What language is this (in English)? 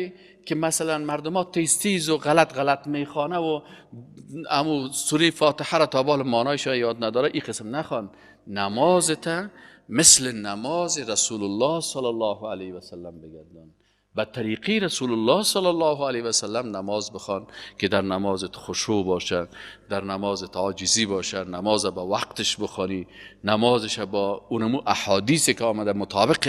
Persian